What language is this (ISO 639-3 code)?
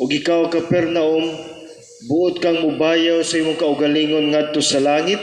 ceb